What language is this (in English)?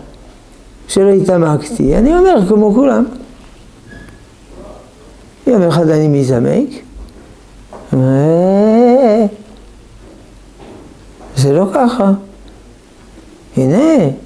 Hebrew